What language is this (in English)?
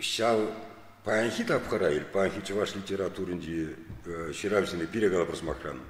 Chuvash